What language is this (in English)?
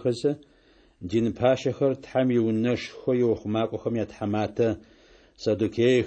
Adyghe